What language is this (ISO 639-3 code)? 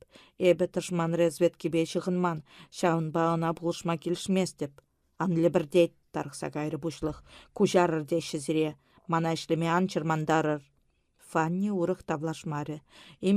chv